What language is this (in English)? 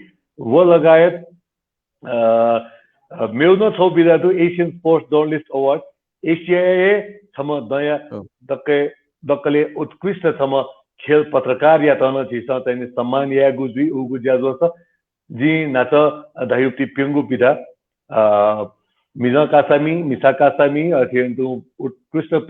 Newari